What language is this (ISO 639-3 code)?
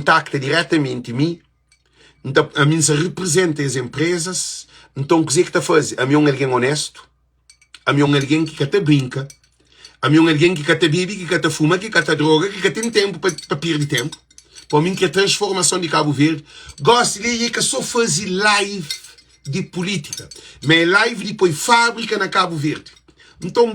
kea